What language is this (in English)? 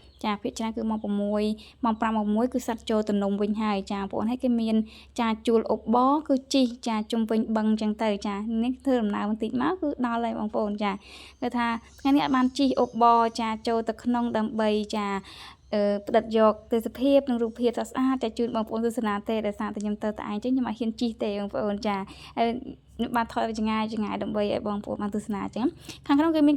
Khmer